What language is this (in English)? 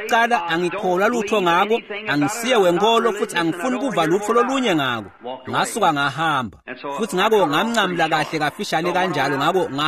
Swati